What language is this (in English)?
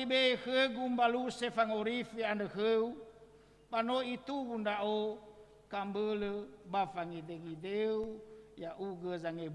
Nias